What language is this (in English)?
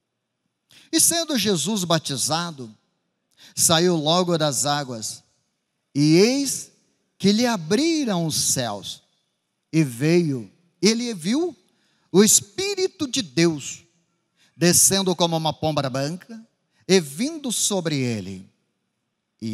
Portuguese